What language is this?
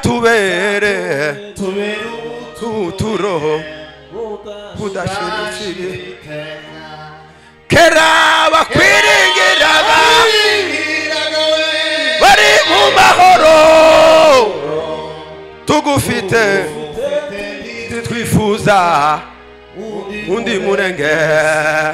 Kinyarwanda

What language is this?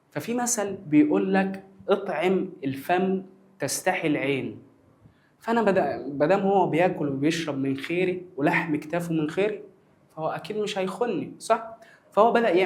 Egyptian Arabic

